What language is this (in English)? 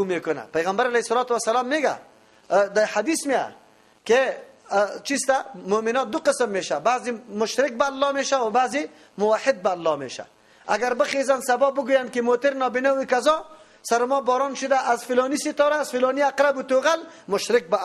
Persian